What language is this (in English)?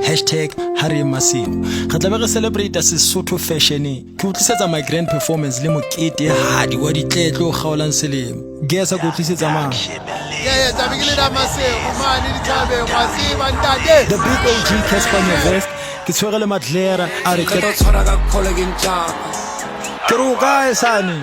Southern Sotho